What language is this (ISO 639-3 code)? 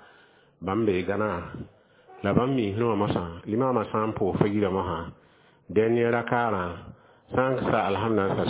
mos